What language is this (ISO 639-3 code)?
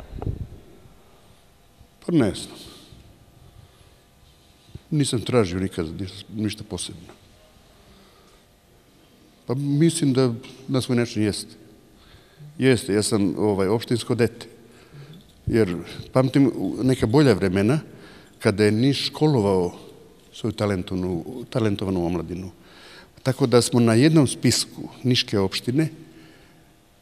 srp